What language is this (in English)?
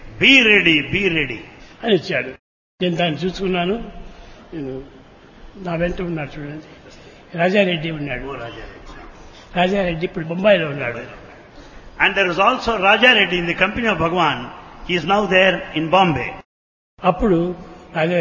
Telugu